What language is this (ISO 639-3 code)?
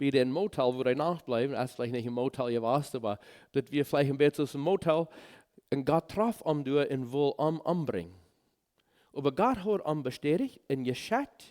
pdt